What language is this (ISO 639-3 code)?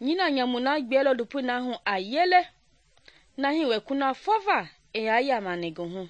men